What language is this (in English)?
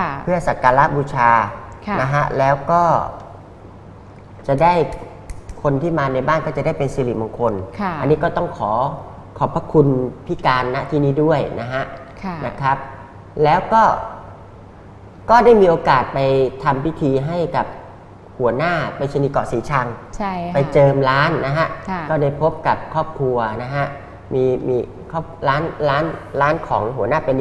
Thai